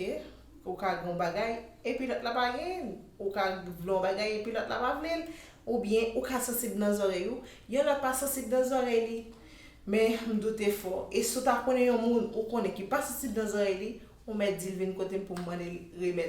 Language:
Haitian Creole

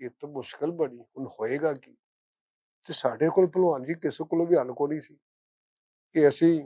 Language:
Western Panjabi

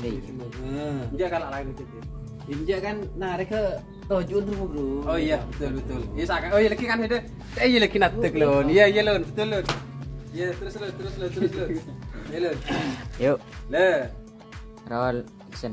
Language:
Madurese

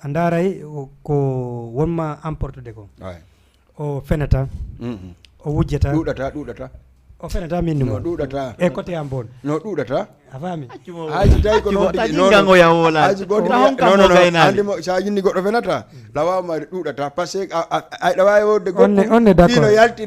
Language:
Fula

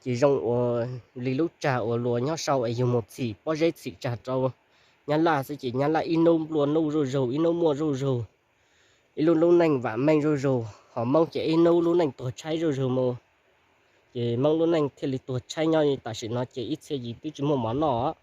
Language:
Hmong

